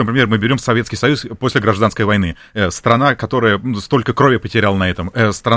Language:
Russian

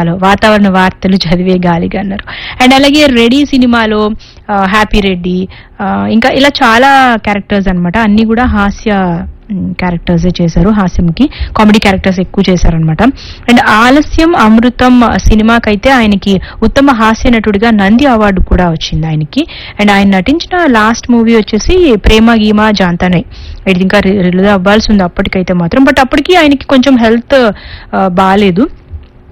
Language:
Telugu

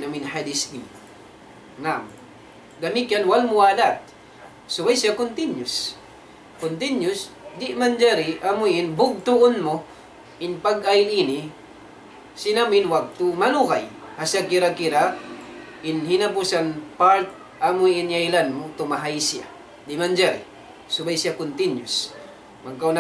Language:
Tausug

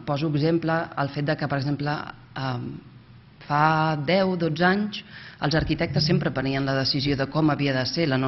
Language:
Catalan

